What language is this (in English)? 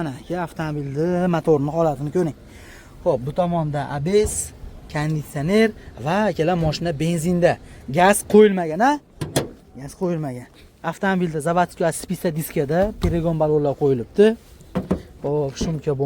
Uzbek